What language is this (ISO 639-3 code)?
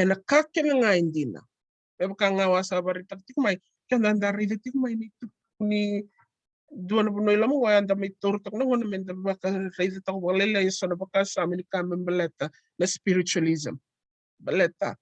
fij